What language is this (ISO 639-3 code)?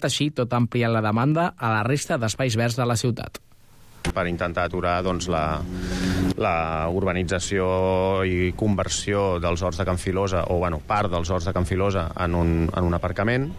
cat